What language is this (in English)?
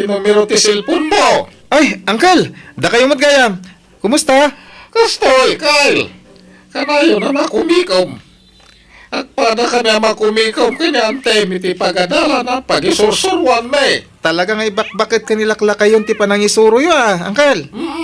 Iloko